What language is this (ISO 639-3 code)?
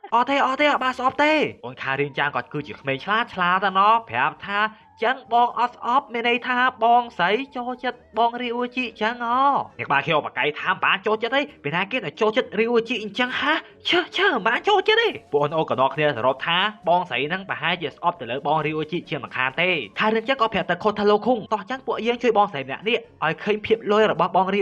khm